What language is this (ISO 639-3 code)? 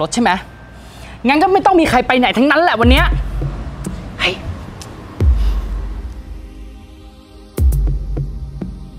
tha